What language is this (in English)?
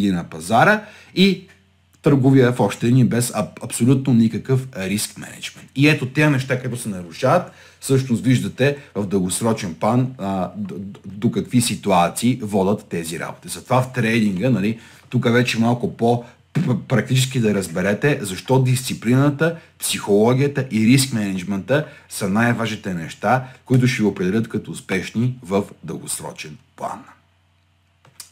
Bulgarian